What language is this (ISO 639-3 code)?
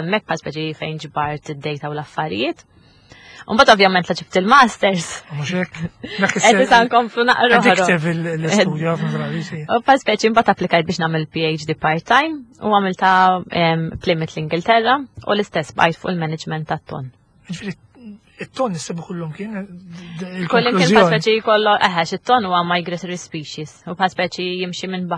mlt